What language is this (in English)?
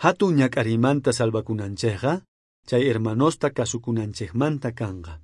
South Bolivian Quechua